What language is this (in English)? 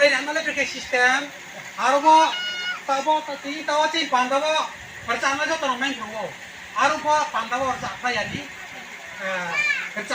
Riang (India)